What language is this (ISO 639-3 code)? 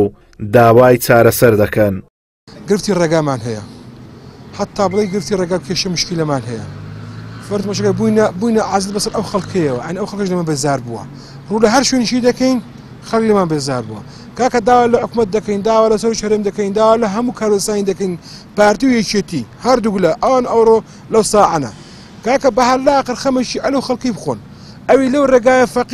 ckb